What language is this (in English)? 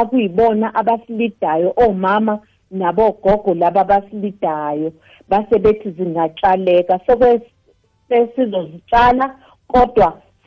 South Ndebele